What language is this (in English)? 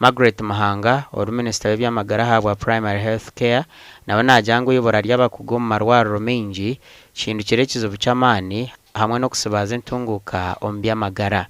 Nyankole